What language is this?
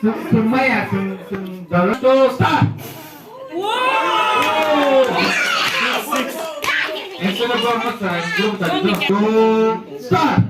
Kok Borok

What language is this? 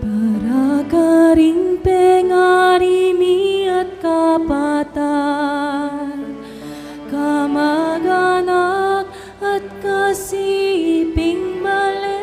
Pampanga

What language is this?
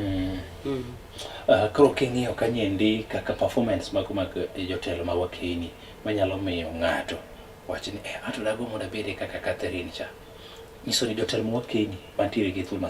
Luo (Kenya and Tanzania)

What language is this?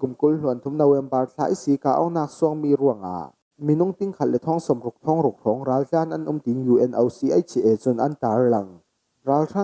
Falam Chin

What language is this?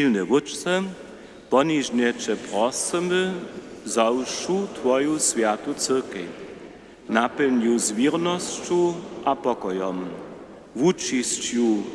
Upper Sorbian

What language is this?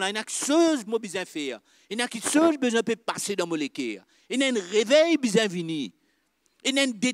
Morisyen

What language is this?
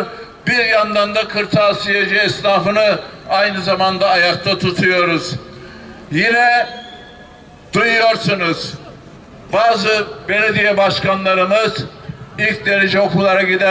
Turkish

